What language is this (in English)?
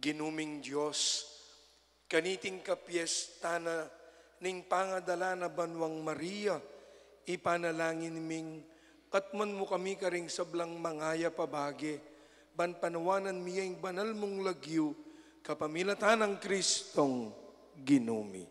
Pampanga